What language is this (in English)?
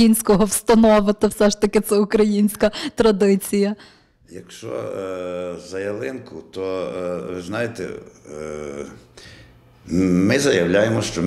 Ukrainian